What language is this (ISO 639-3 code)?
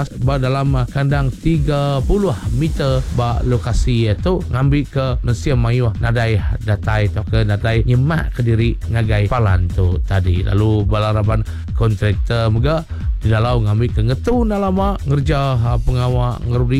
iba